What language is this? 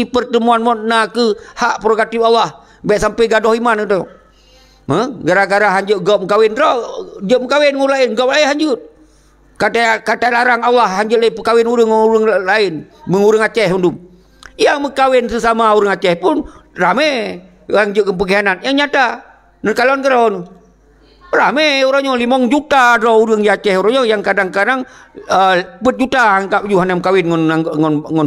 Achinese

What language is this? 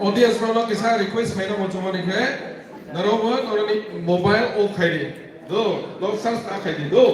Kok Borok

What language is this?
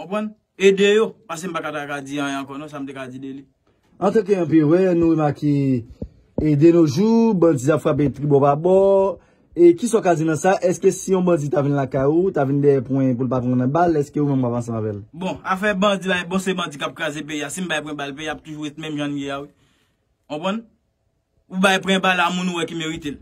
Haitian Creole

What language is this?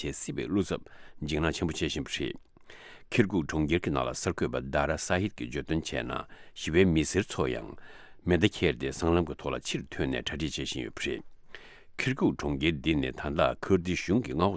Tibetan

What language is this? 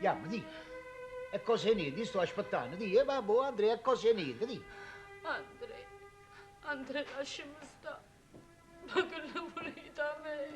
Neapolitan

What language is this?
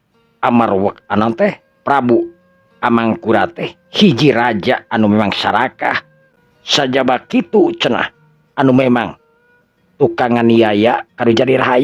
Sundanese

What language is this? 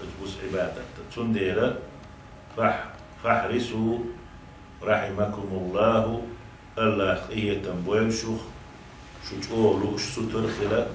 Chechen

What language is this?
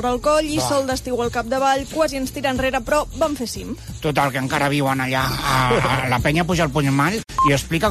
Catalan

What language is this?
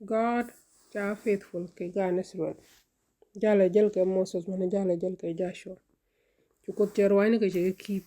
Nuer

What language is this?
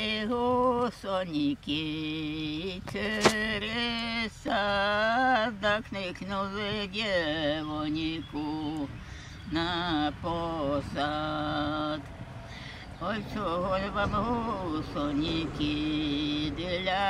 Ukrainian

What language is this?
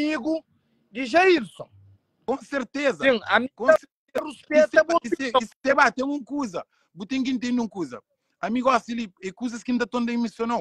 Kabuverdianu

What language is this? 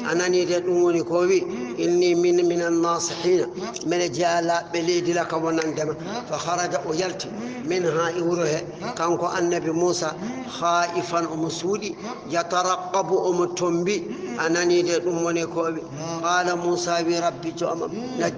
Fula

